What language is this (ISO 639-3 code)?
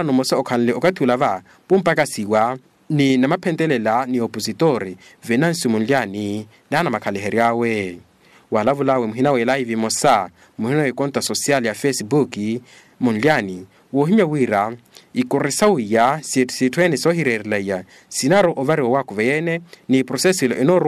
vmw